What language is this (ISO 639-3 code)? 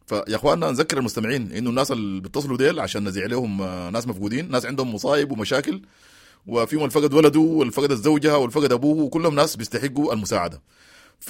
apd